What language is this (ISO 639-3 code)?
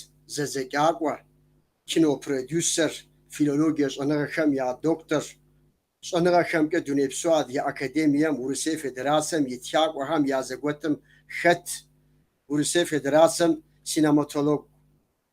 kbd